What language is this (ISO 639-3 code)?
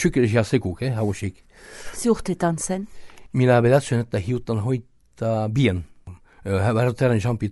eus